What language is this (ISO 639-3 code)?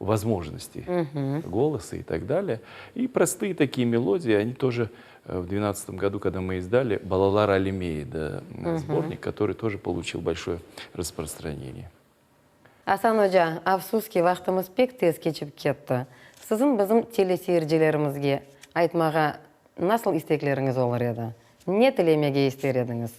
crh